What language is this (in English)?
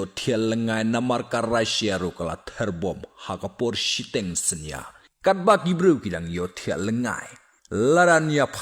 Khasi